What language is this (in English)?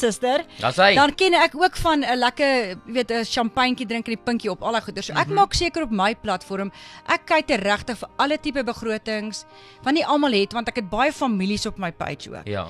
Afrikaans